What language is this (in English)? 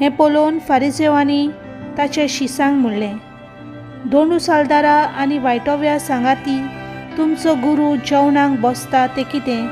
Konkani